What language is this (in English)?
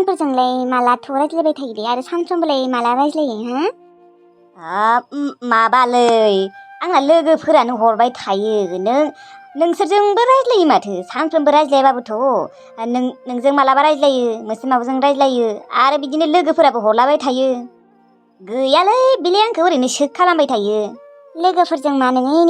Bodo